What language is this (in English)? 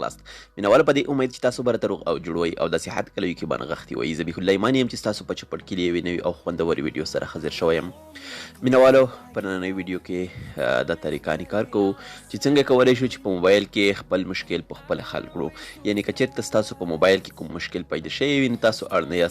Pashto